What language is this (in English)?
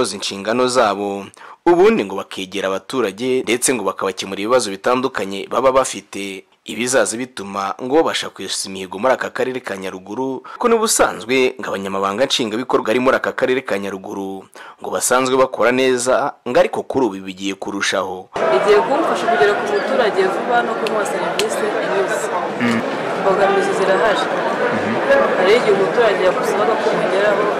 Kinyarwanda